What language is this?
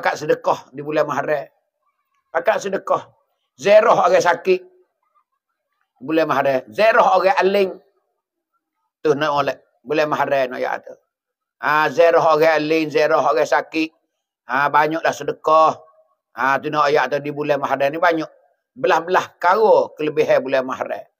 Pattani Malay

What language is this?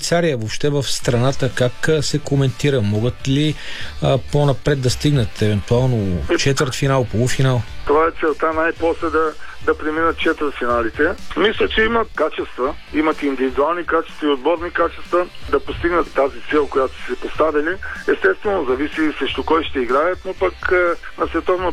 Bulgarian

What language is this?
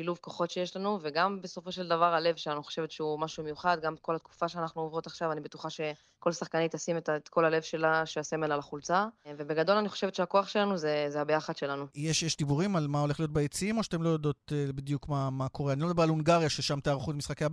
Hebrew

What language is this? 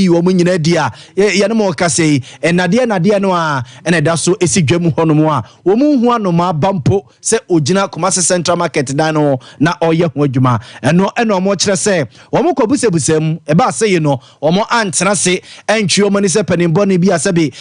Akan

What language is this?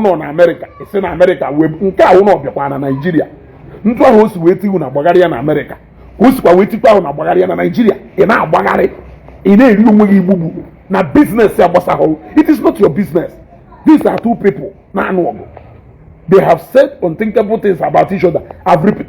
Igbo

